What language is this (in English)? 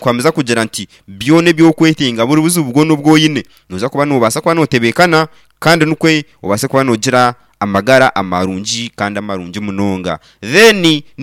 Nyankole